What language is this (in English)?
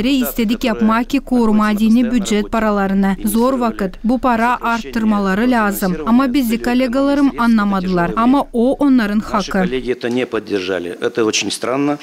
Gagauz